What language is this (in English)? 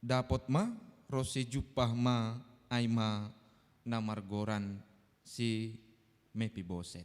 Batak Simalungun